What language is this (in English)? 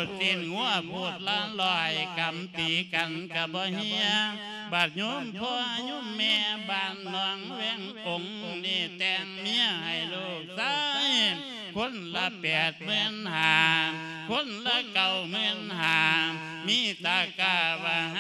Lao